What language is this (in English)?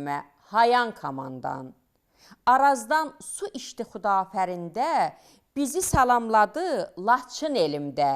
Azerbaijani